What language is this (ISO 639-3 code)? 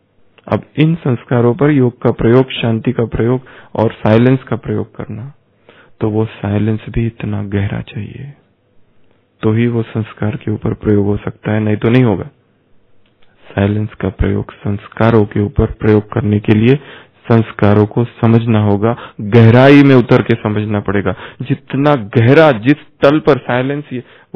hin